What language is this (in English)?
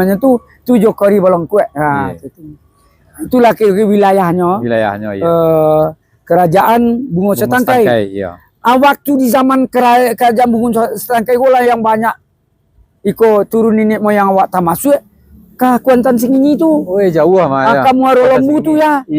Minangkabau